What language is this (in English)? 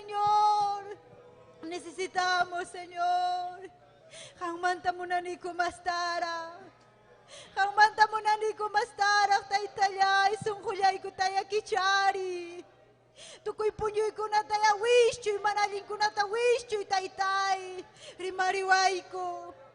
Ayacucho Quechua